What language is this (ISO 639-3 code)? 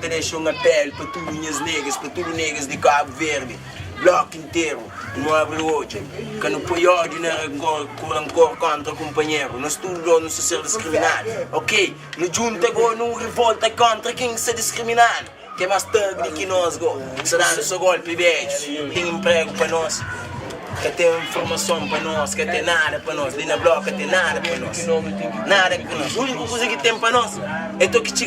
kea